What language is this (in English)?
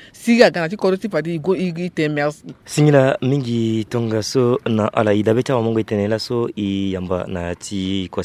Sango